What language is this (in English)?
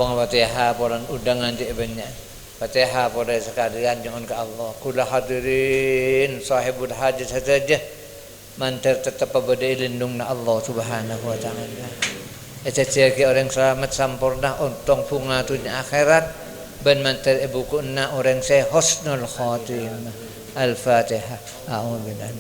Madurese